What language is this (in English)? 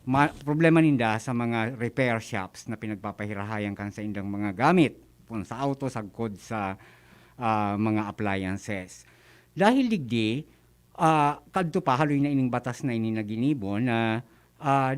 Bikol